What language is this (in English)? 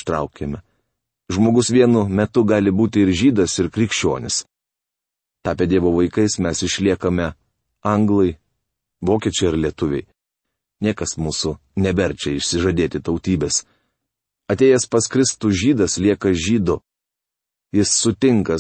Lithuanian